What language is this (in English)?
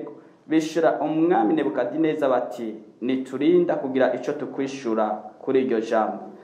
Rundi